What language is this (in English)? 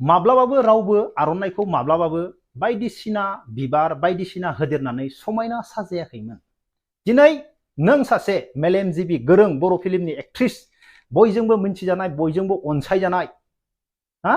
Bodo